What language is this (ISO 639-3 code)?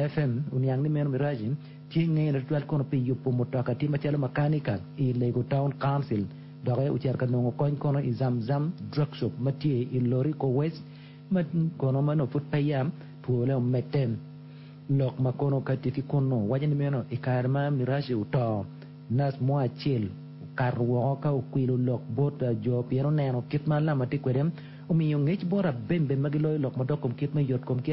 ach